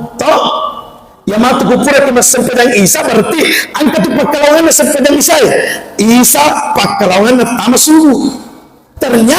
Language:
Buginese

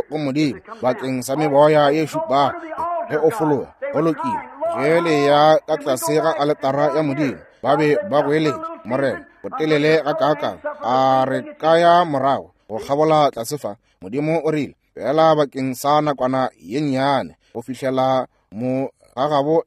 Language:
Northern Sotho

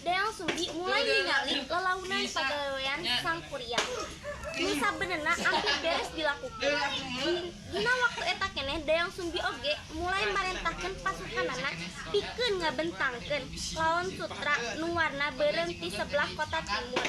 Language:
Sundanese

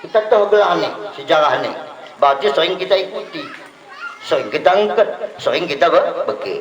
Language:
Batak Dairi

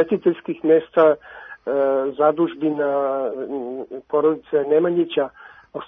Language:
Serbian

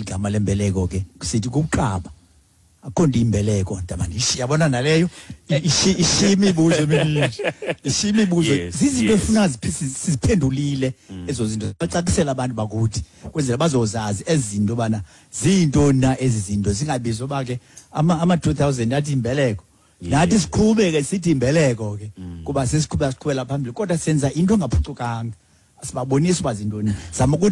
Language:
Xhosa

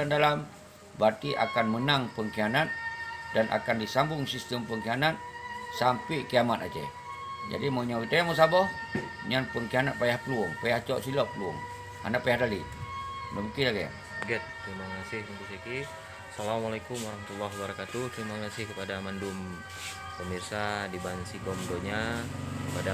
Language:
Achinese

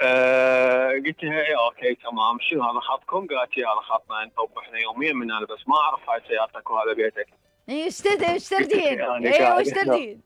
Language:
Mesopotamian Arabic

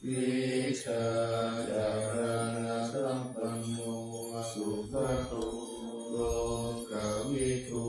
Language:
Pali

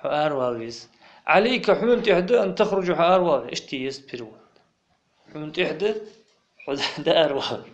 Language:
Ingush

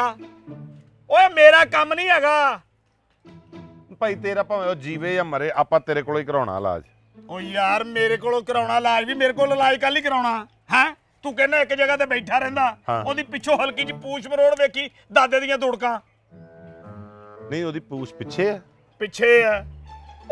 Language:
Punjabi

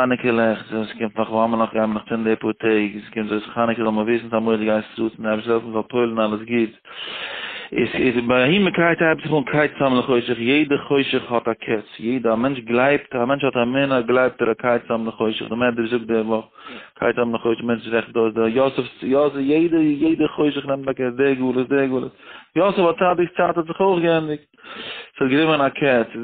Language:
Yiddish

